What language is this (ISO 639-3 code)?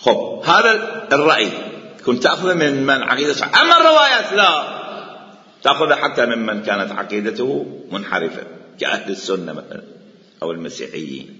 acm